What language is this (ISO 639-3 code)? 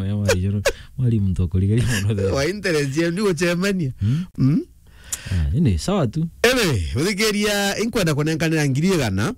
mer